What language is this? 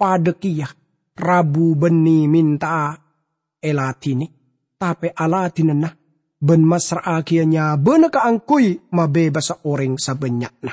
Madurese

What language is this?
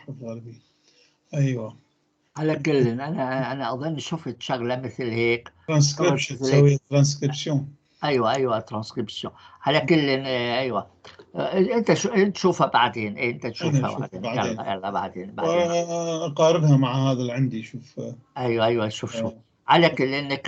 North Levantine Arabic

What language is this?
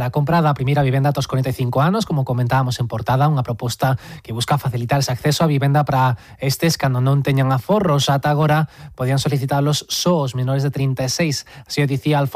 Galician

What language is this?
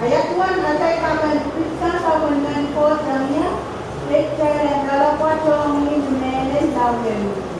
Pohnpeian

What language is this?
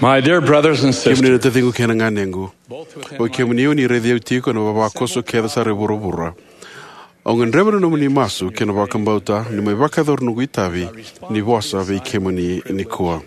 Fijian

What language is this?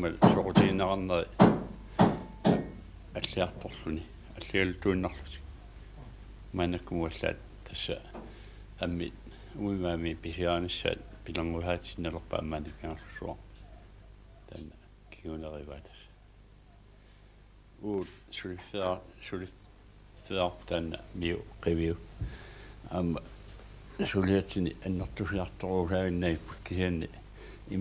Kalaallisut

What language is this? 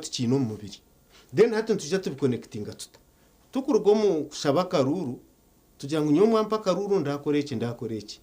Nyankole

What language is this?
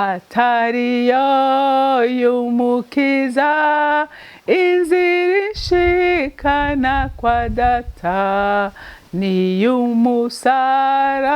Rundi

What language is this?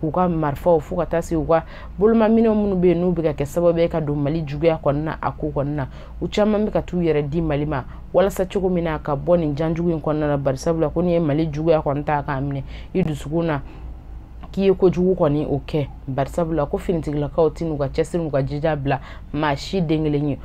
Bambara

